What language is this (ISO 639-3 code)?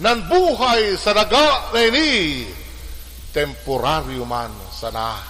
bik